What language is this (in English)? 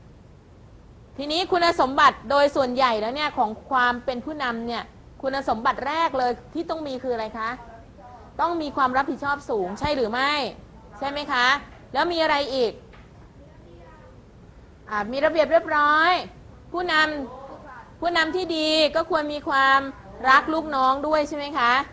Thai